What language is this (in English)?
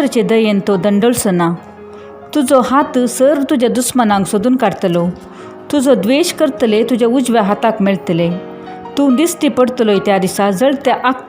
Konkani